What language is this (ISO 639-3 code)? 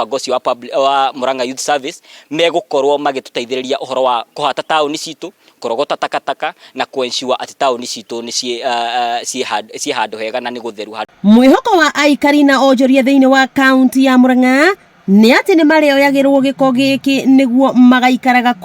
kik